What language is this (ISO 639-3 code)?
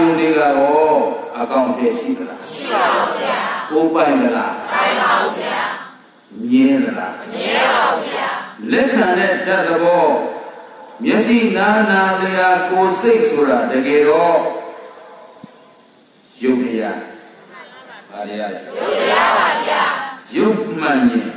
mya